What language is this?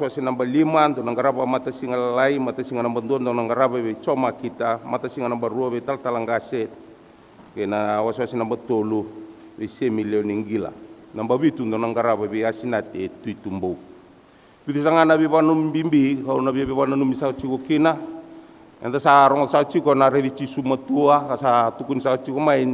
Fijian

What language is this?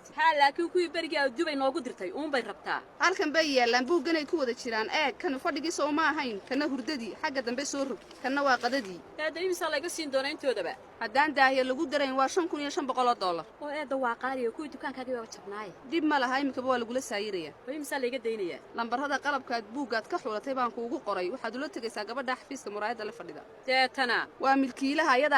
Somali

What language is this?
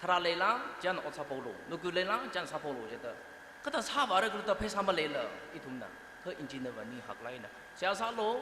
Tangkhul Naga (India)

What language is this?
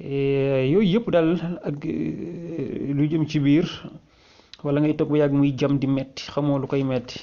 Wolof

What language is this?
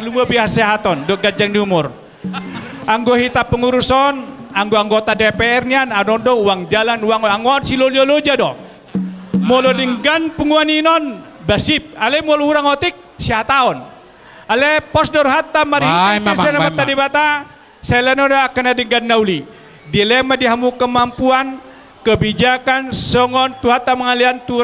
Batak Toba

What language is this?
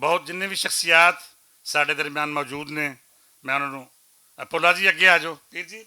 Western Panjabi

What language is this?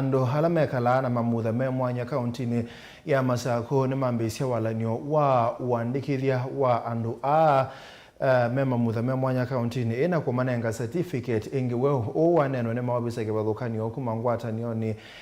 Kamba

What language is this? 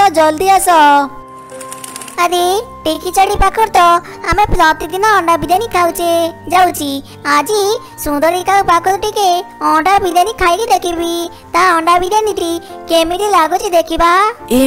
Odia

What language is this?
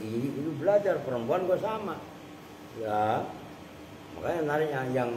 Indonesian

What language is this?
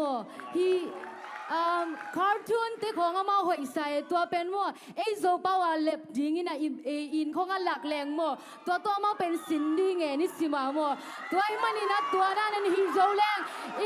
Tedim Chin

